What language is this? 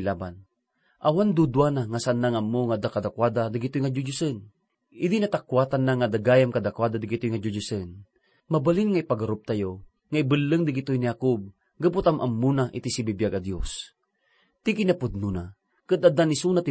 Iloko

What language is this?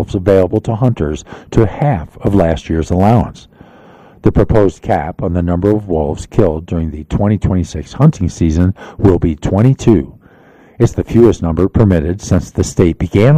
English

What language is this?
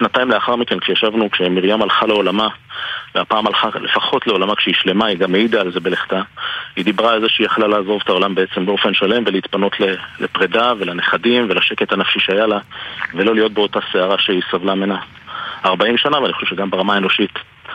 Hebrew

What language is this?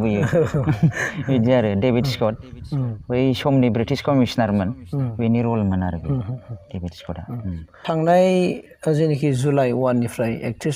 Bodo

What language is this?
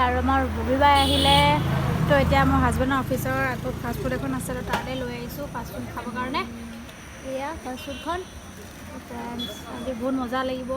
Assamese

